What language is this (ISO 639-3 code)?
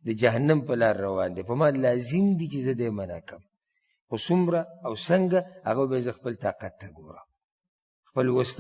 pus